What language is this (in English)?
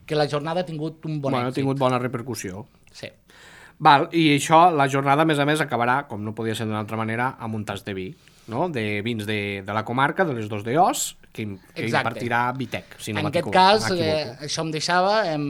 Catalan